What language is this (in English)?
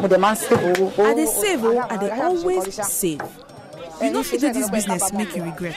Nigerian Pidgin